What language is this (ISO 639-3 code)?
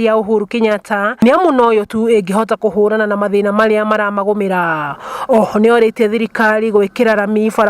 kik